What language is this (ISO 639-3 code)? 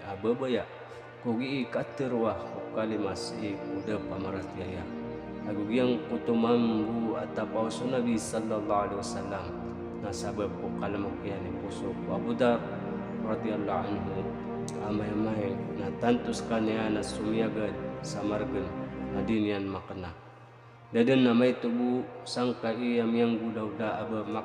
mrw